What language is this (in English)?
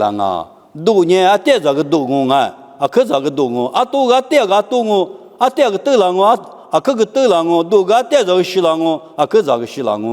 Lisu